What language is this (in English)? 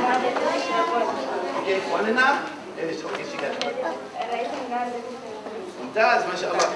Arabic